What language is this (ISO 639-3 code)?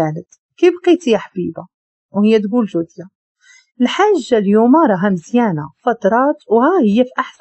ary